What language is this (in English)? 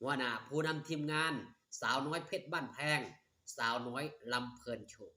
Northeastern Thai